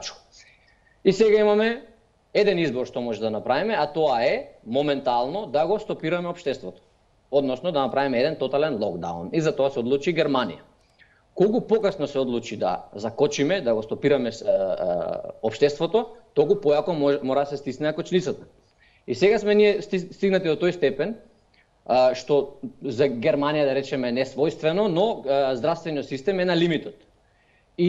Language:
Macedonian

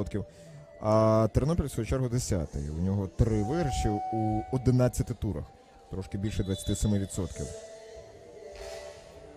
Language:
Ukrainian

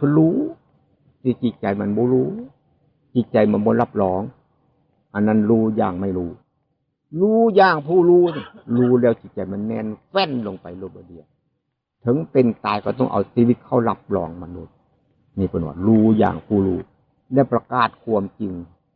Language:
Northeastern Thai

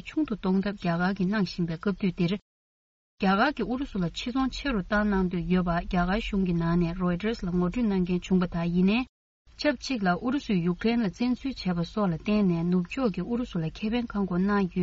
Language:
Tibetan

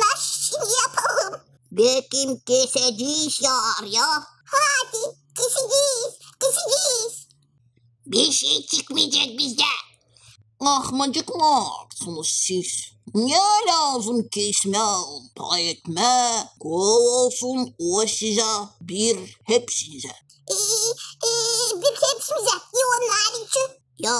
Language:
Gagauz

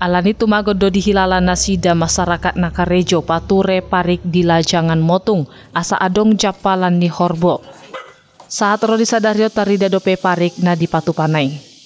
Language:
Batak Toba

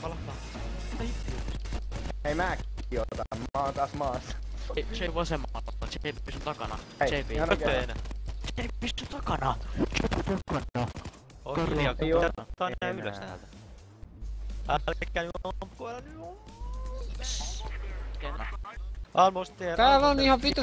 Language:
Finnish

